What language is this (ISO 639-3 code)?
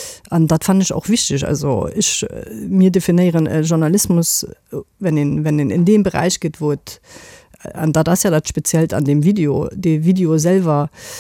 ltz